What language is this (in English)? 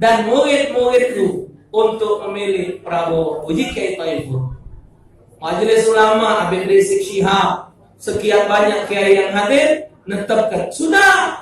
Musi